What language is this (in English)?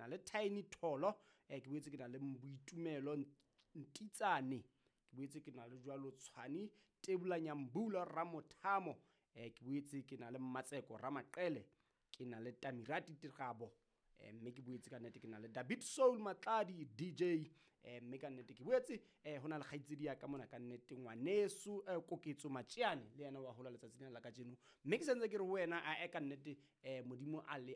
Southern Sotho